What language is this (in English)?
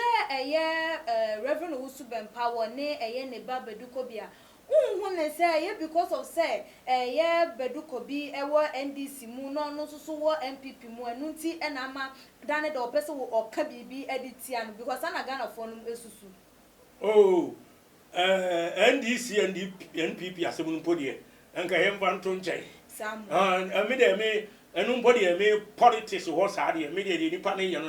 Akan